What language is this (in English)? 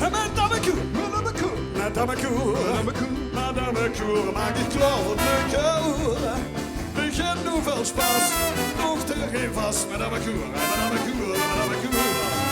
Limburgish